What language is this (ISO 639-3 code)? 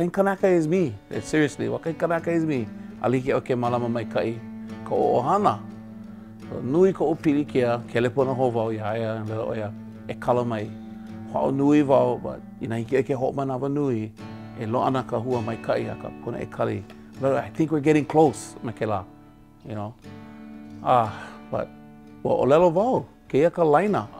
haw